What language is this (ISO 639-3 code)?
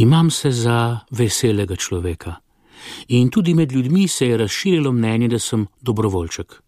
slv